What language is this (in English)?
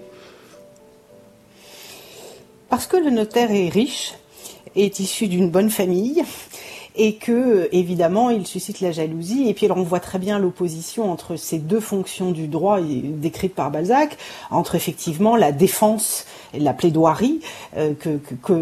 French